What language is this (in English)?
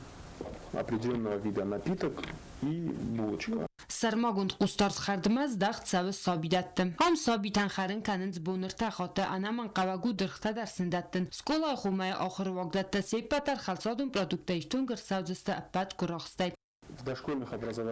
Ossetic